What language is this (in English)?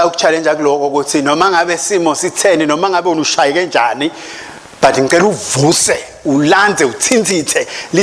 Swati